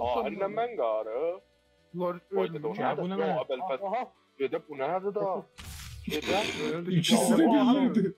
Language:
South Azerbaijani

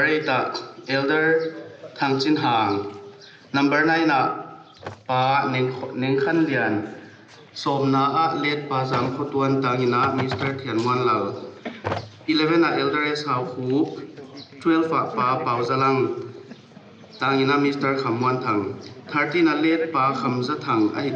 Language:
Paite Chin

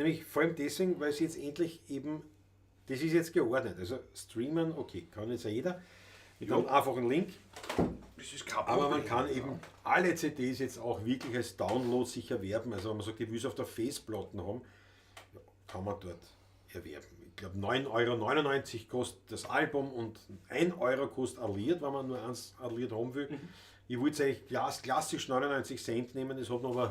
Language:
Bavarian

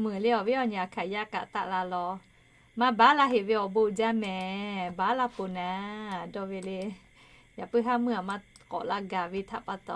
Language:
Lahu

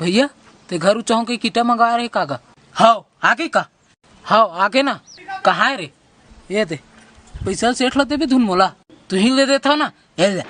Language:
Chhattisgarhi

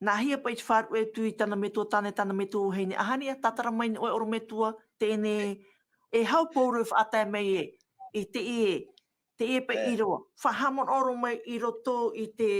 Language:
Tahitian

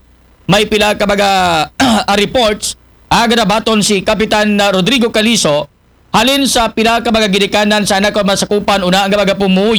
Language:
Aklanon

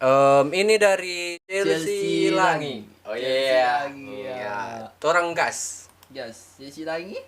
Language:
Manado Malay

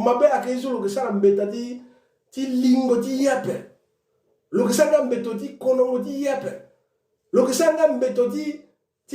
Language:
Sango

